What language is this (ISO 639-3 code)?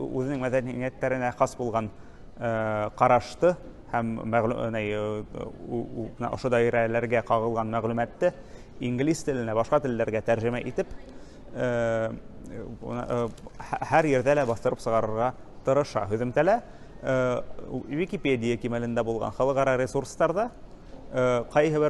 bak